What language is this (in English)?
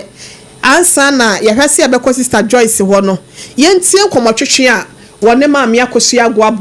Akan